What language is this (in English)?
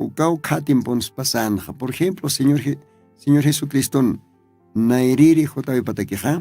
Aymara